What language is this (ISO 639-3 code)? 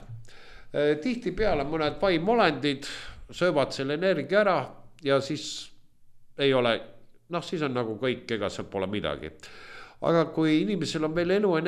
est